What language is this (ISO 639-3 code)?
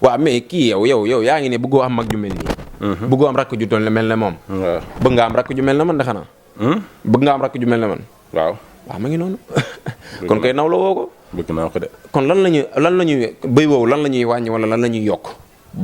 wol